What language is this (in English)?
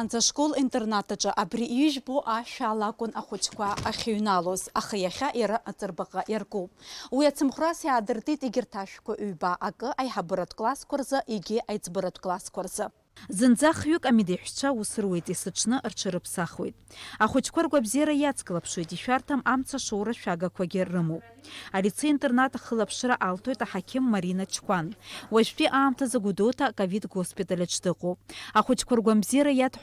Abkhazian